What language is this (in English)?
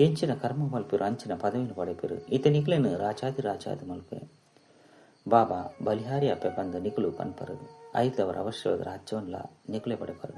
Tulu